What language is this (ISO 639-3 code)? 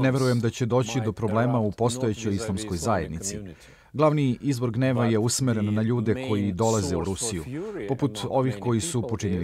srp